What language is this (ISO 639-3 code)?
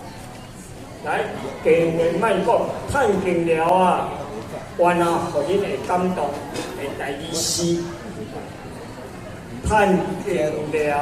nan